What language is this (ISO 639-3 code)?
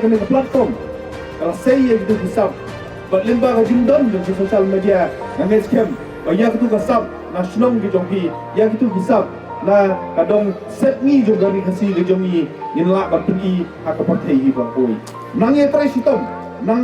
kha